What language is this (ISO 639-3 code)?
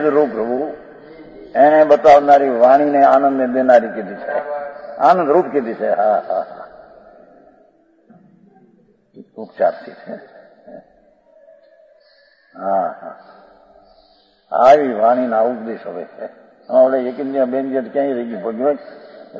guj